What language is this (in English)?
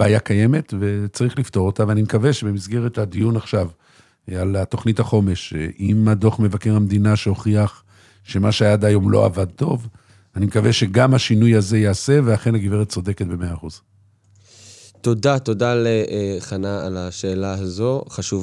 Hebrew